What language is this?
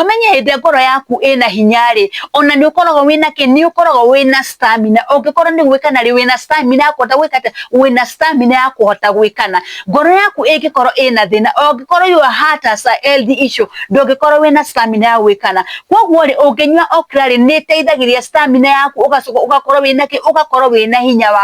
Kikuyu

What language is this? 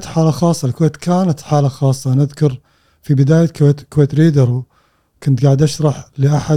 Gulf Arabic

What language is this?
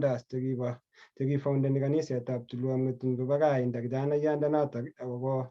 Kalenjin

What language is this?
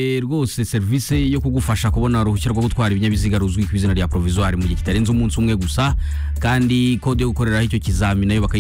Kinyarwanda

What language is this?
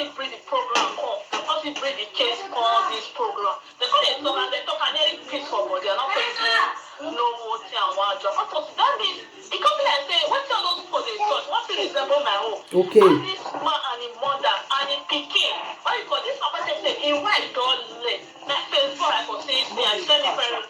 Nigerian Pidgin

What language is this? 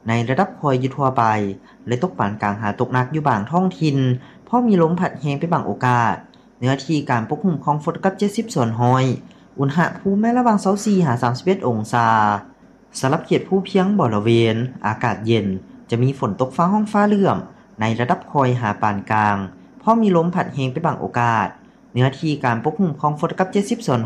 Lao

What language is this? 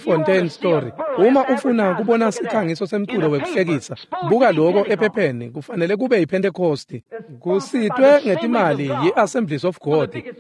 Swati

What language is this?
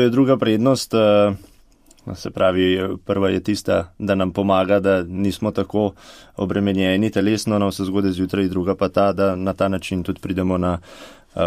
Slovenian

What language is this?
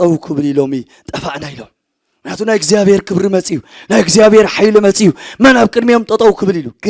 Tigrinya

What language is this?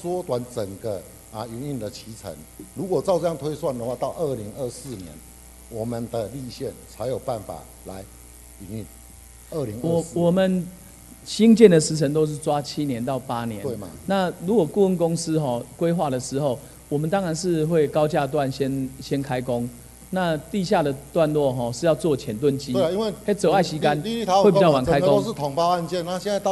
Chinese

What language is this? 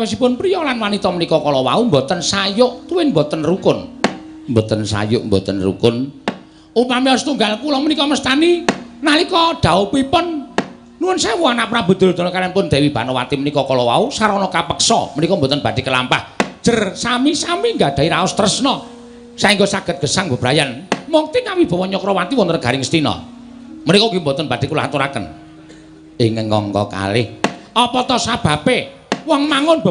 Javanese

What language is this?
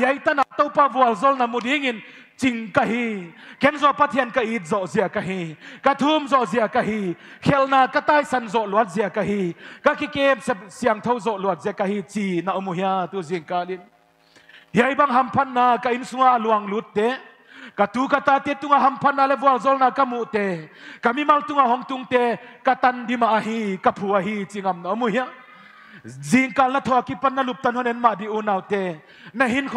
Paite Chin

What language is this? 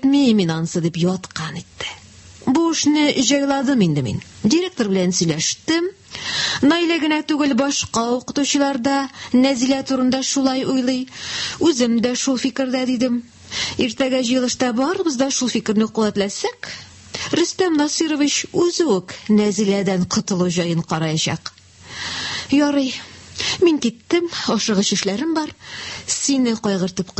Tatar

